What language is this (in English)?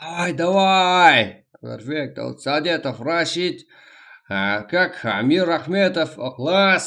Kara-Kalpak